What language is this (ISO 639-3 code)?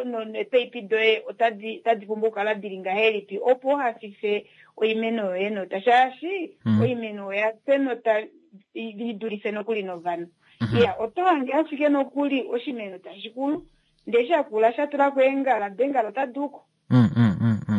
kua